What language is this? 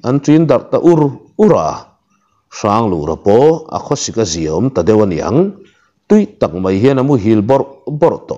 Mizo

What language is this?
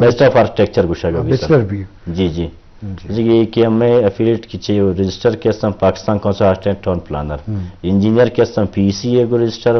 Eastern Balochi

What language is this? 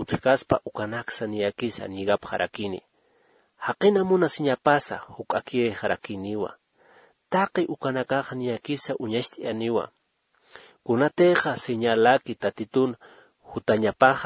Aymara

